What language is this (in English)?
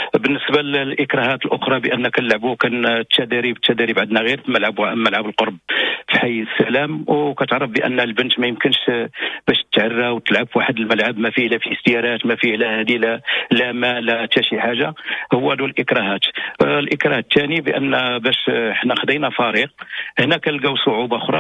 Moroccan Arabic